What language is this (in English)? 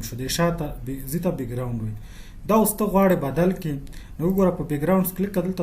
Pashto